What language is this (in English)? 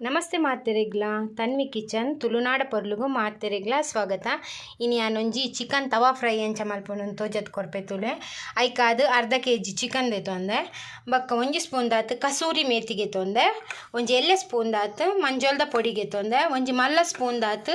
Tulu